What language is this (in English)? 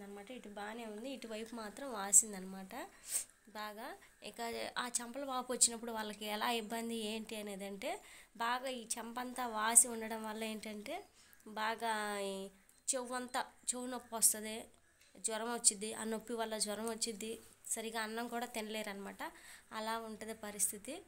Telugu